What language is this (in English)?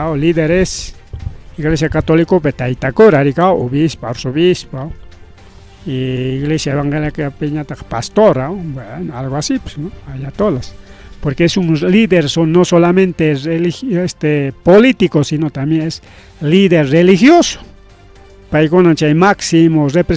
Ayacucho Quechua